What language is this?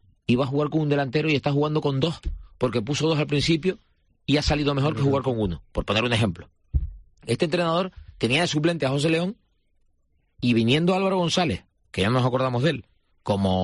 Spanish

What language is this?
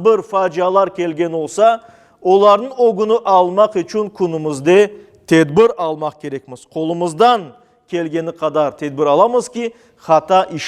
Crimean Tatar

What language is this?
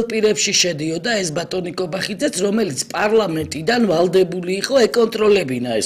Georgian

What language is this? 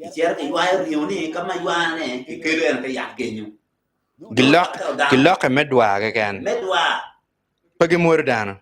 Acoli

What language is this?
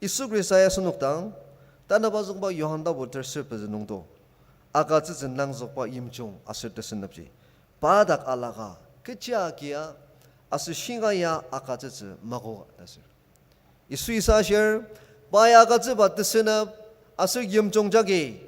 Ao Naga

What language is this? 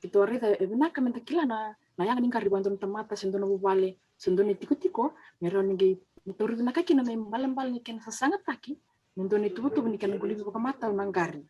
Fijian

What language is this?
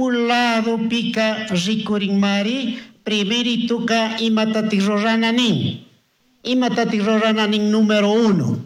Chimborazo Highland Quichua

